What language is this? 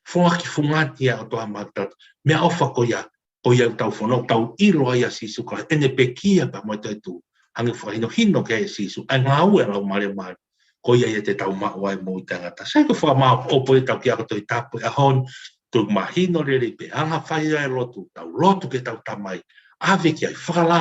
Tongan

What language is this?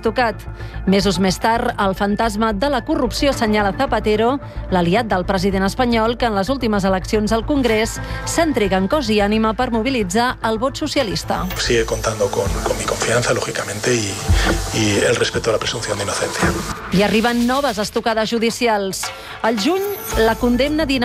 Catalan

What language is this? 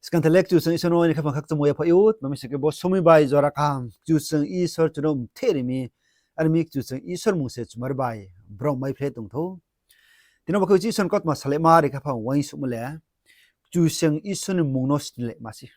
Riang (India)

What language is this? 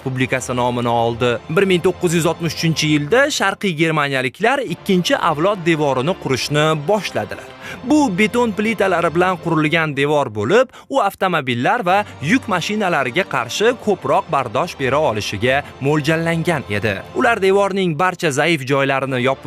Uzbek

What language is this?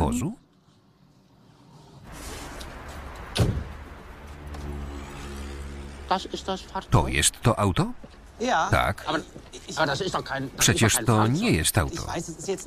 Polish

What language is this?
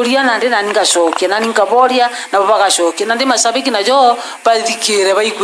Meru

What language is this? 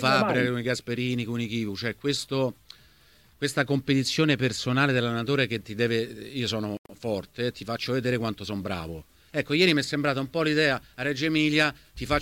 Italian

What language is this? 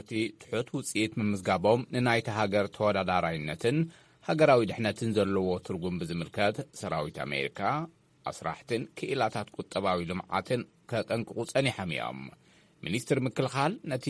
Tigrinya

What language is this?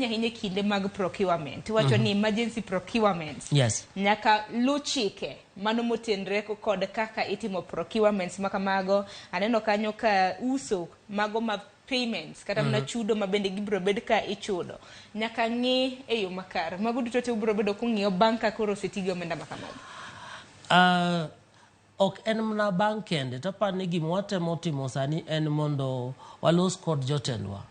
Luo (Kenya and Tanzania)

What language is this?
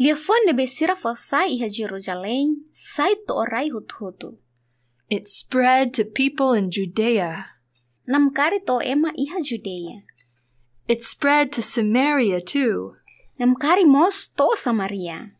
Tetum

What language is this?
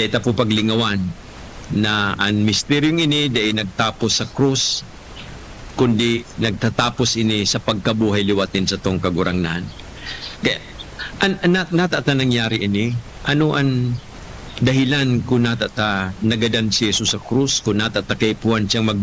Bikol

